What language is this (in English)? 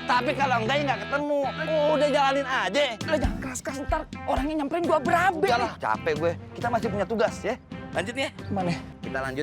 Betawi